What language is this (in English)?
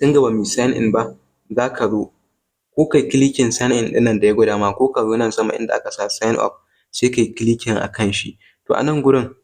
Hausa